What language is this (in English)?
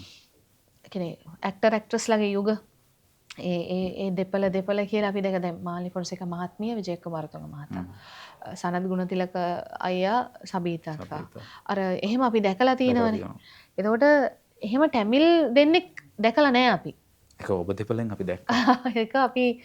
Sinhala